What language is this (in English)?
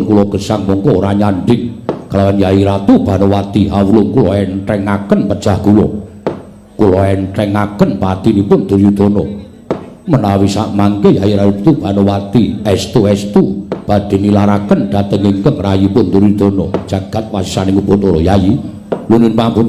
Javanese